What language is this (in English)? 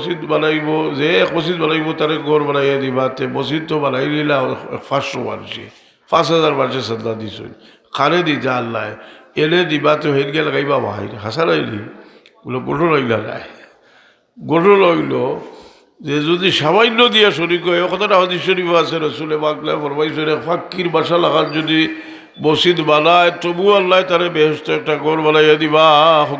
Sylheti